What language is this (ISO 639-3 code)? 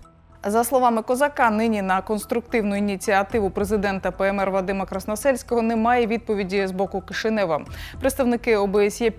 ukr